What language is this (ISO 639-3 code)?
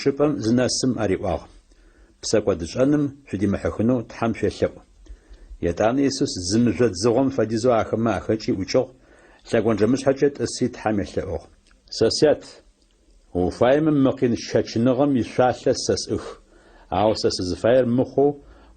ady